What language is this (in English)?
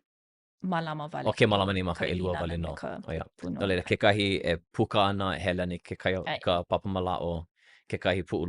Hawaiian